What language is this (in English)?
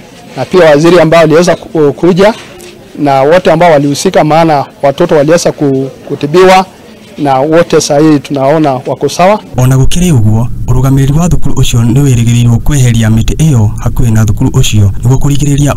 Kikuyu